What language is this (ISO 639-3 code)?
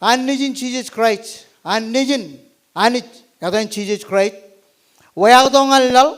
mah